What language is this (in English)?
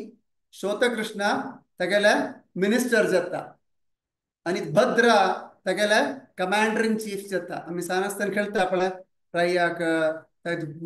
Konkani